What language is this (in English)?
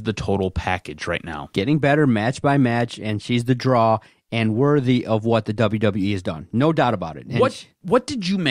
English